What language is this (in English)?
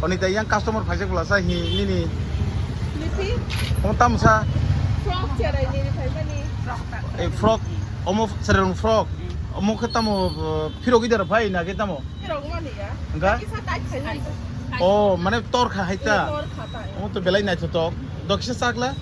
Kok Borok